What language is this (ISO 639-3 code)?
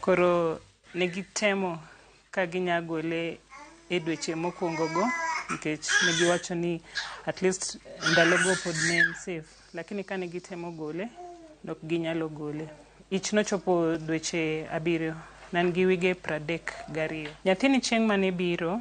luo